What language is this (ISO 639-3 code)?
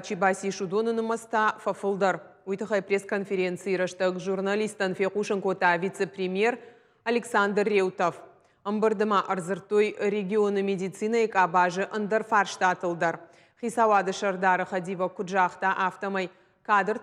oss